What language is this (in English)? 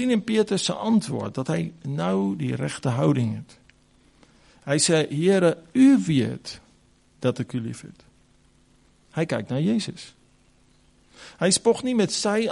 Afrikaans